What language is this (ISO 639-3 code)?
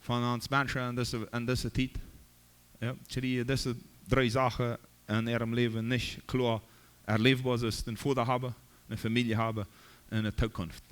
pdt